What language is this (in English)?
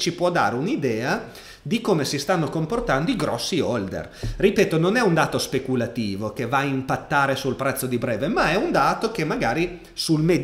Italian